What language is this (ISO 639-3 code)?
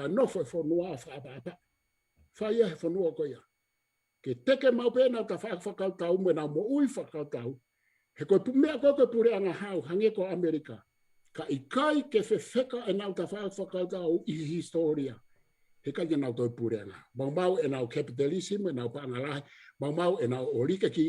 ton